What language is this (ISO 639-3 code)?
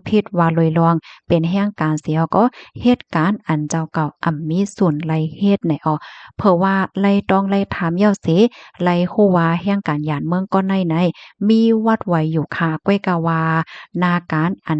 shn